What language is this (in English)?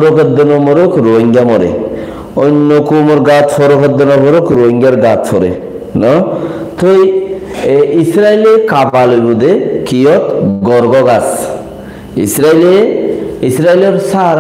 Rohingya